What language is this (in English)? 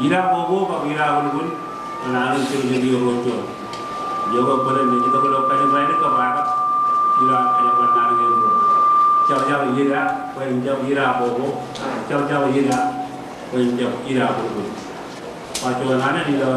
Marshallese